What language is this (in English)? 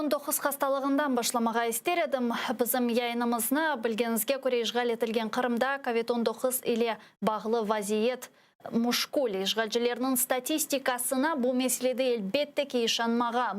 Crimean Tatar